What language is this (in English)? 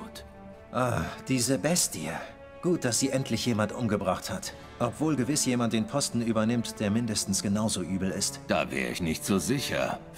German